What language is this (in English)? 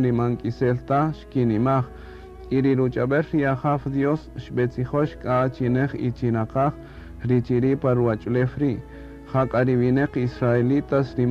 Kaqchikel